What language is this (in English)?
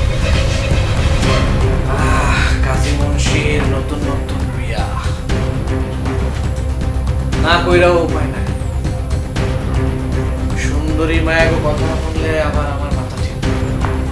Bangla